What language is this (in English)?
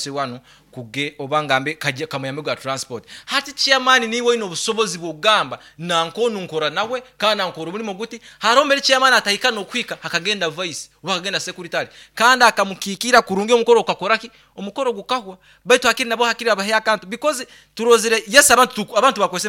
Nyankole